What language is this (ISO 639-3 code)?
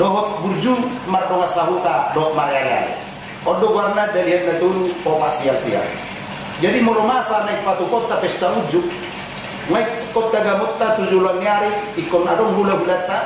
bbc